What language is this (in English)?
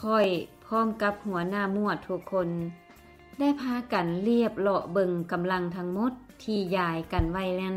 Lao